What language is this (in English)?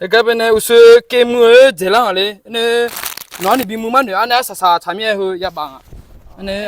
Akha